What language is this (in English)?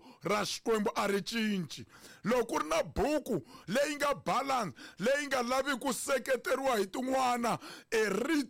Tsonga